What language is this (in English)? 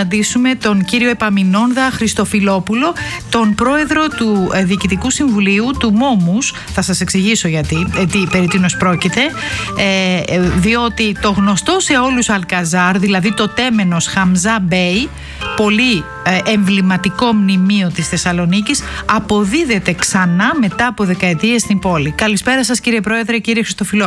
Greek